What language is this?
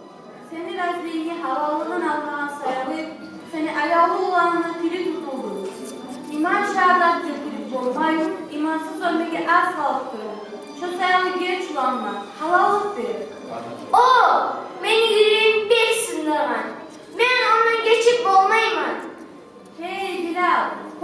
Kumyk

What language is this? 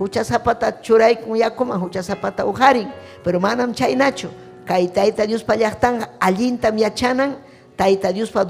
Ayacucho Quechua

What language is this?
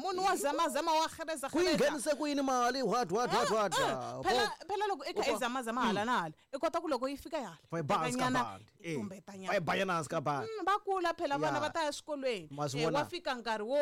Tsonga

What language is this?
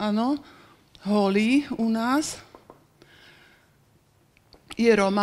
Slovak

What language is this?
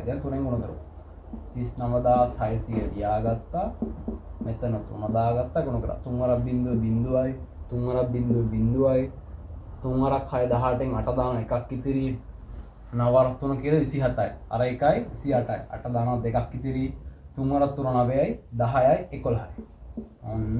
Sinhala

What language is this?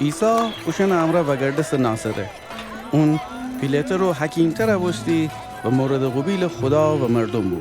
Gilaki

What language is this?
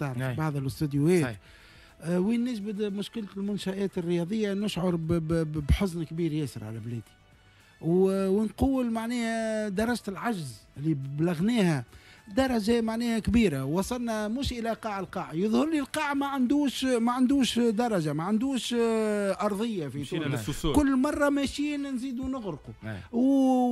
Tunisian Arabic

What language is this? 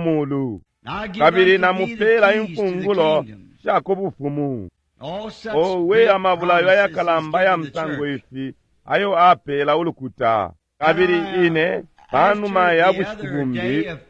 Bemba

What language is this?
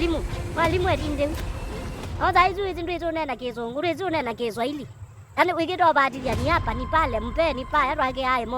Kamba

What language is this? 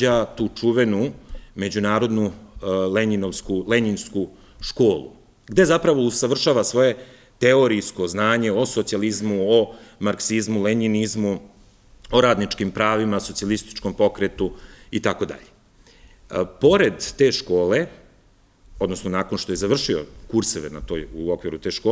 Serbian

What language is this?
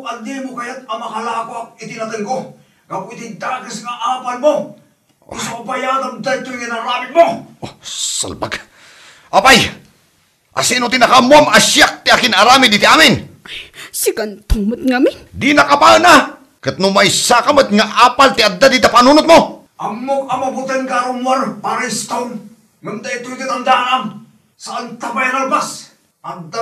Iloko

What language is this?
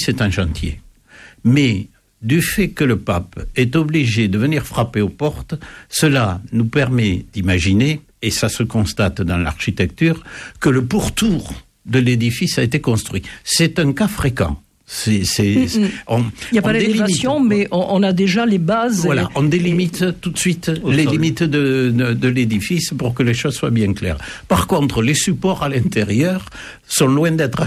French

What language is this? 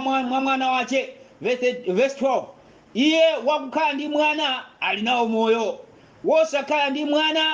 Nyanja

